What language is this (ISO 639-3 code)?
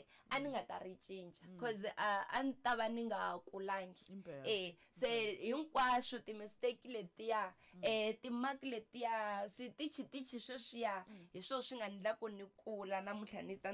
tso